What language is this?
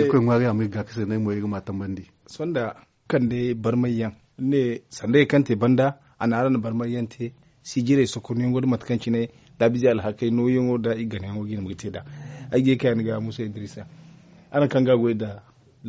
Zarma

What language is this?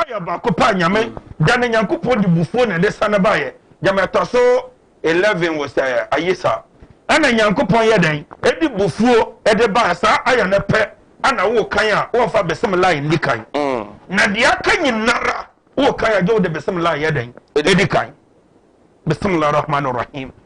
Akan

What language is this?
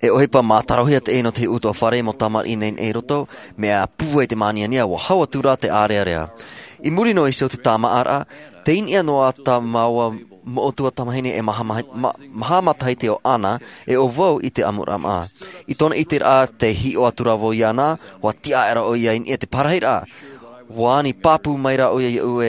Tahitian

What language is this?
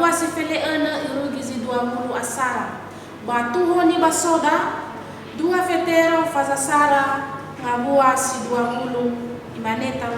Nias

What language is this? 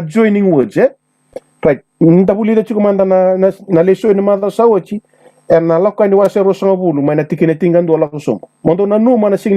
Fijian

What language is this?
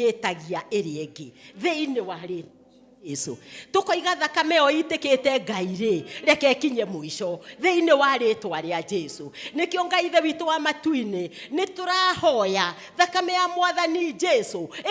Kikuyu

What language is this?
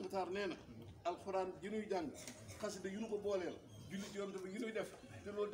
Wolof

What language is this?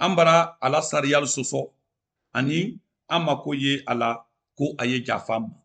Mandingo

